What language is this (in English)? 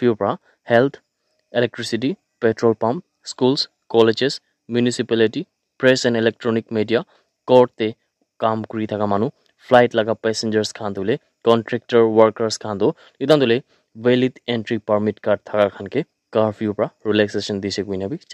Naga Pidgin